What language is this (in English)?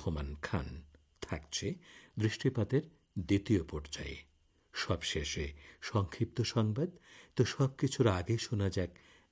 Bangla